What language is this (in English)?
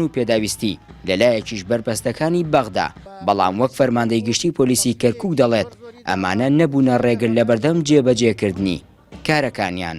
Central Kurdish